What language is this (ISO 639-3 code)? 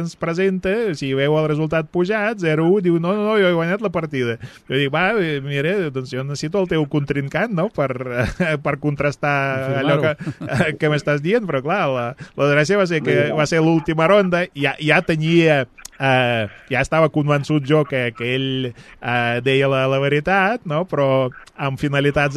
cat